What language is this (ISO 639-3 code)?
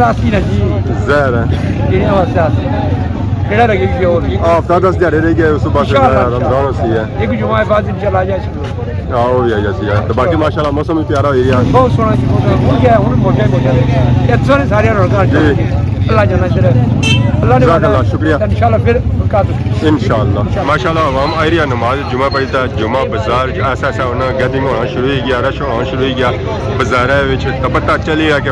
phr